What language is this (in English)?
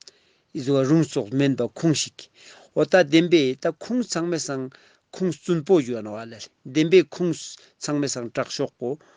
Ladakhi